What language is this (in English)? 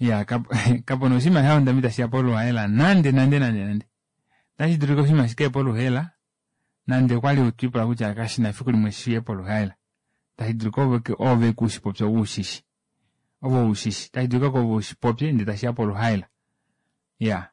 Kuanyama